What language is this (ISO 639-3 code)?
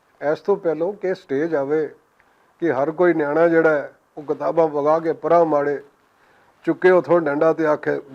lah